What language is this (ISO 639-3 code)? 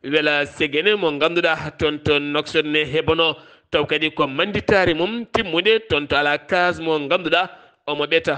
ful